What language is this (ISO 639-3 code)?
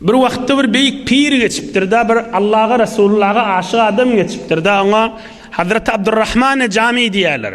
tuk